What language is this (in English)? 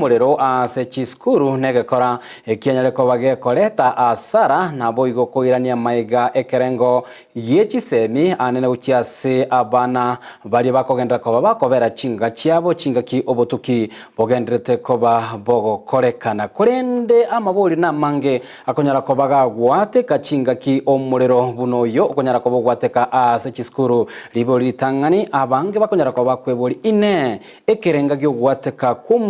Gusii